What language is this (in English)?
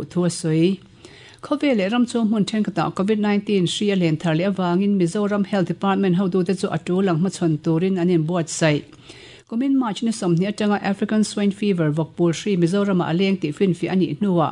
Mizo